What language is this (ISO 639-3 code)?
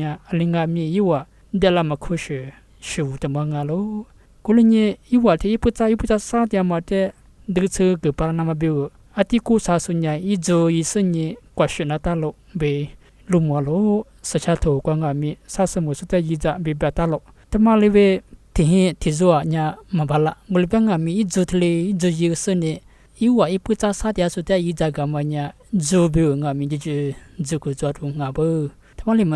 lis